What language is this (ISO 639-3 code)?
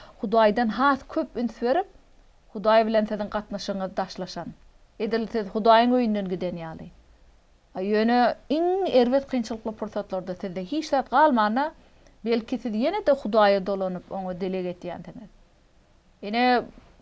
tuk